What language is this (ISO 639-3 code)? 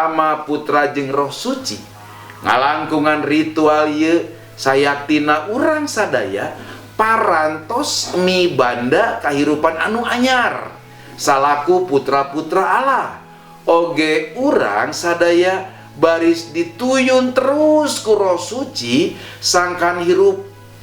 sun